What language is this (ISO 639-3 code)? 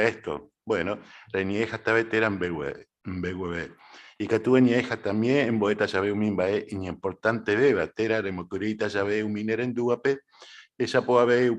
grn